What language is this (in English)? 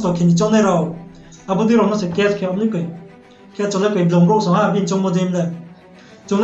Riang (India)